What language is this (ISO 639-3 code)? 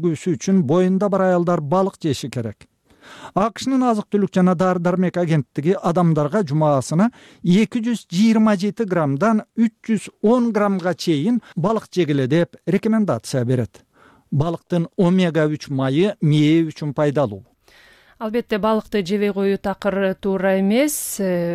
kir